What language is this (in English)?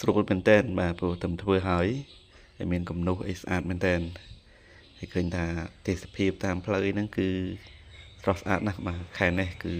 Khmer